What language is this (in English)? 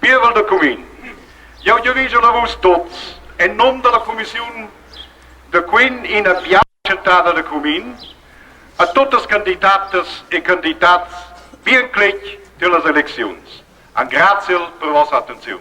Romansh